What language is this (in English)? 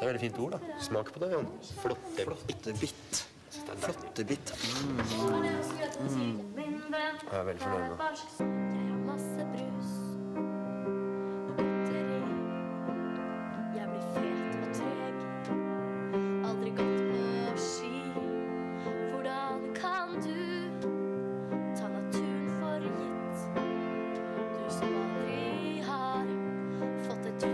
Norwegian